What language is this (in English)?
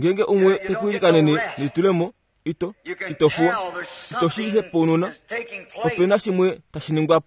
Kuanyama